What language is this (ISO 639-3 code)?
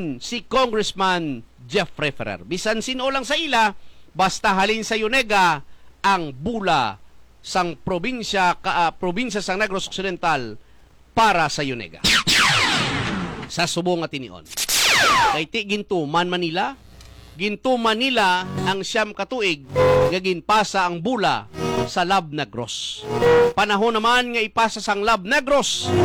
hil